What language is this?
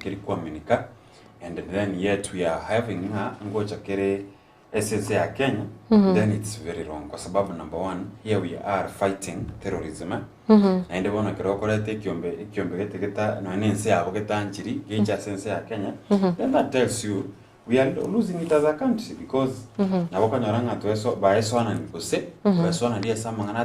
Gusii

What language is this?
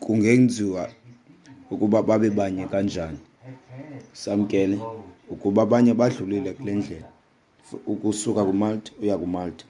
Xhosa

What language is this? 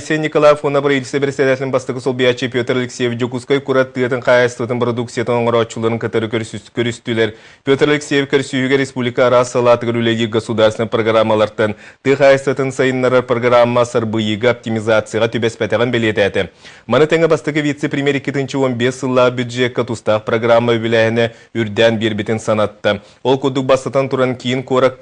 Yakut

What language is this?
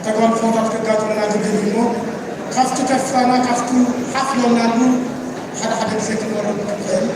Tigrinya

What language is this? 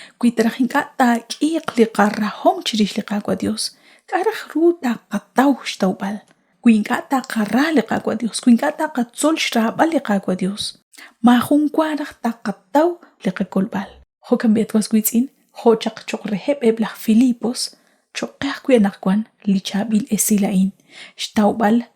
Kekchí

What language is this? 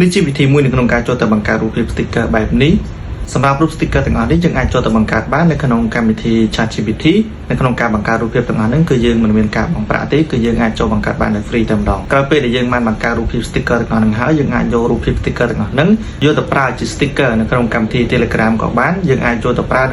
Khmer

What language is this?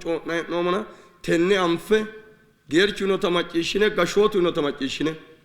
Sidamo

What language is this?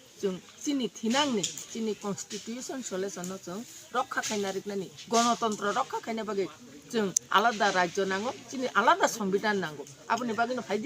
Kok Borok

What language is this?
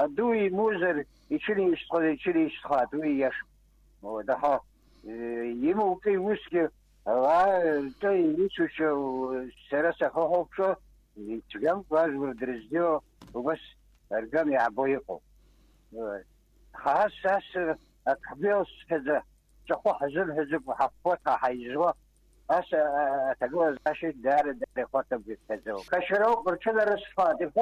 Abkhazian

